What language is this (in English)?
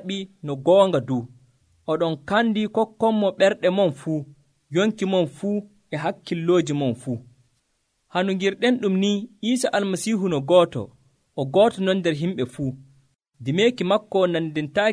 Nigerian Fulfulde